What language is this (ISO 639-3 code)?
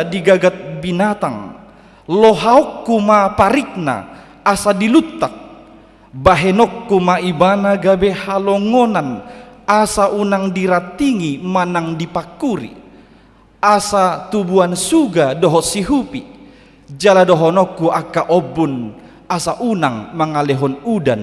bbc